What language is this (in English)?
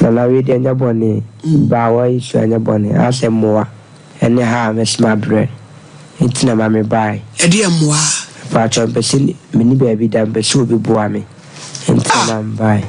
Akan